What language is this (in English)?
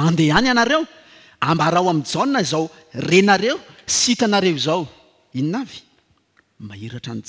Malagasy